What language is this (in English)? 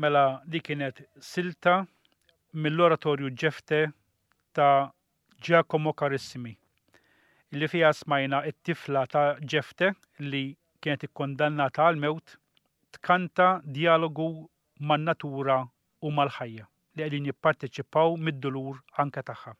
Maltese